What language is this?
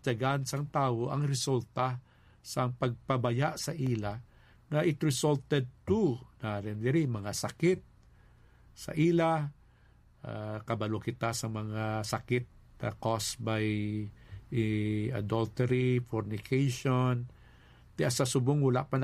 Hiligaynon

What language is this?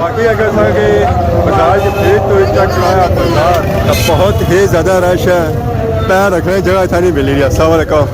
Pahari-Potwari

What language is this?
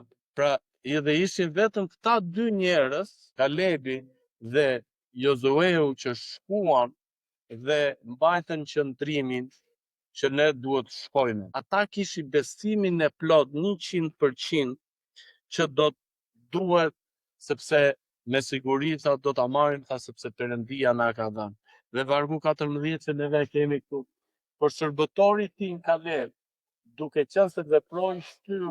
Albanian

